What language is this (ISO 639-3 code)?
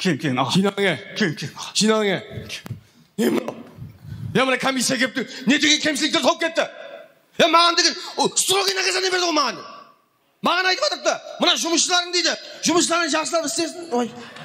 kaz